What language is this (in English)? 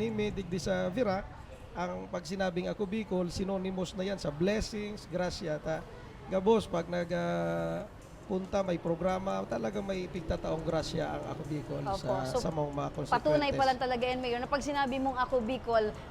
Bikol